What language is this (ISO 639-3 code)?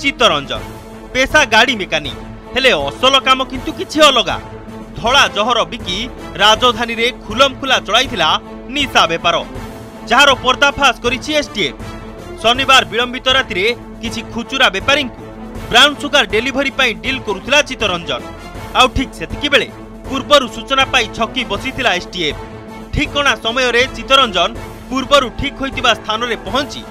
ori